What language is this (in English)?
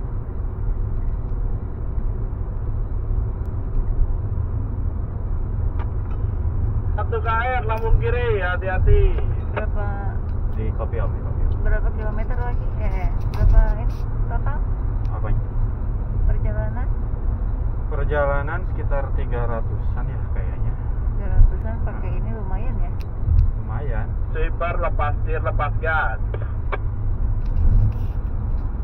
Indonesian